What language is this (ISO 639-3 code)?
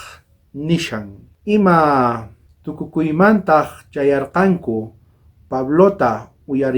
quh